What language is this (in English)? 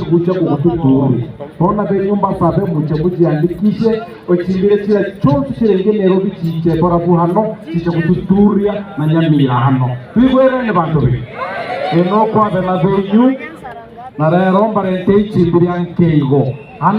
Gusii